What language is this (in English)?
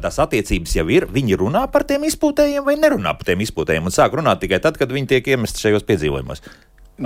Latvian